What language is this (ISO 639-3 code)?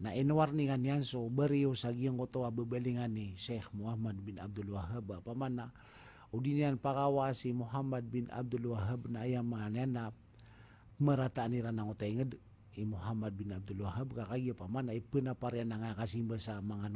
mrw